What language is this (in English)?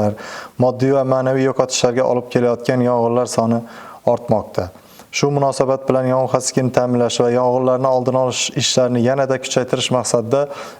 Uzbek